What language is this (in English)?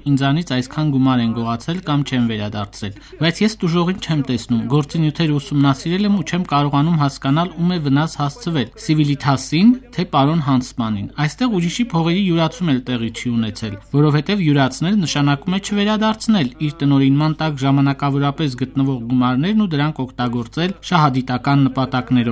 Armenian